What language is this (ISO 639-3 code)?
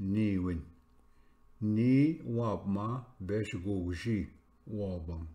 oji